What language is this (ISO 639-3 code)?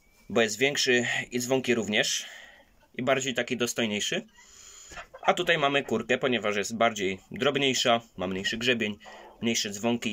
pol